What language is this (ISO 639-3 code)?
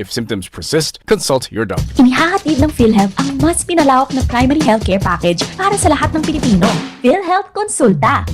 bik